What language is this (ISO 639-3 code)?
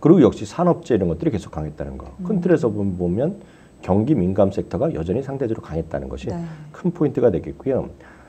kor